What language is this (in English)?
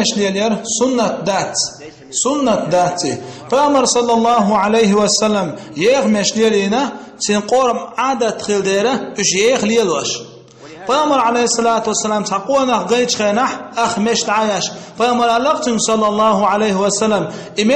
Chechen